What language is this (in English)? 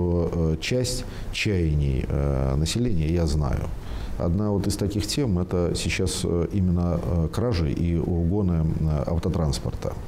Russian